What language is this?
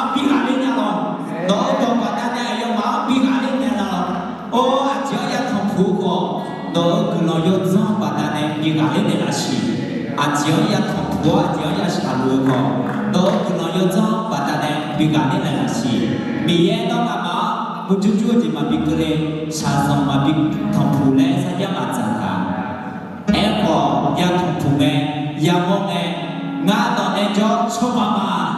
Akha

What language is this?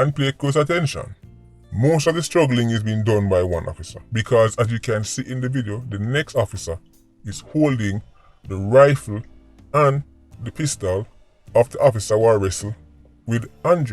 Jamaican Creole English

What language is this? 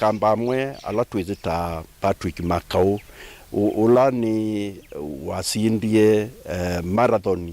Kamba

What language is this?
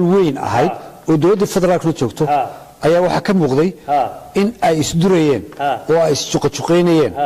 Somali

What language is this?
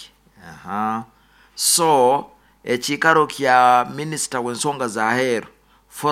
Nyoro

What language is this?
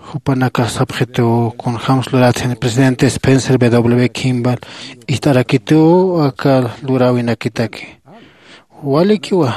Aymara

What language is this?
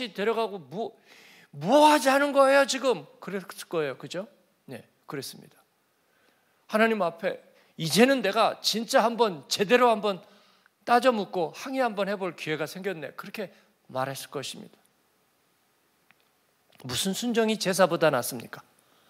Korean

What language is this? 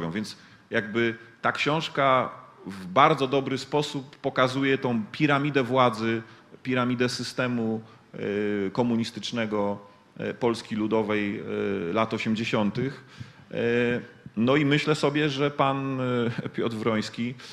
Polish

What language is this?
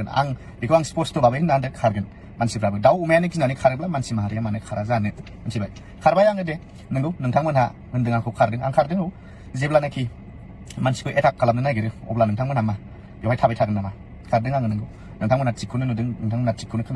Bodo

